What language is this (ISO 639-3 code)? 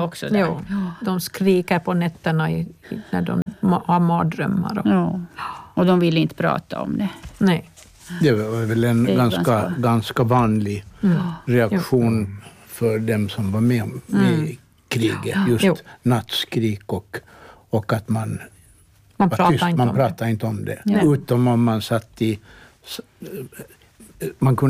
swe